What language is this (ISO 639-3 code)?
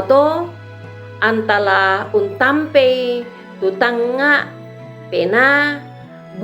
sda